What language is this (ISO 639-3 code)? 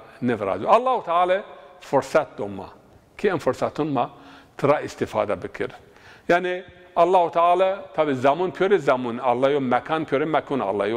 zza